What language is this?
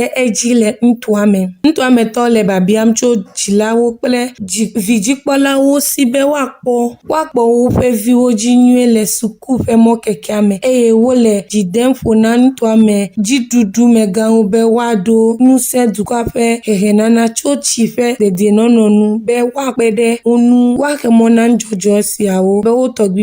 Ewe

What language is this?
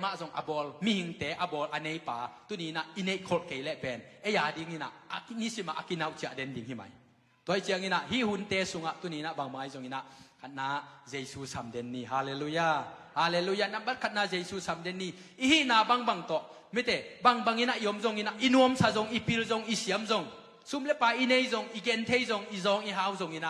Tedim Chin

